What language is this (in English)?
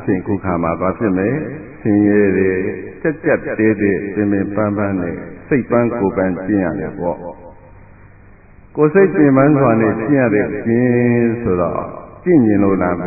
Burmese